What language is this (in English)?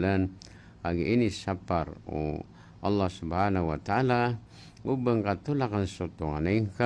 Maranao